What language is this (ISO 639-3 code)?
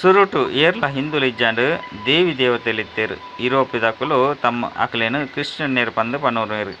tcy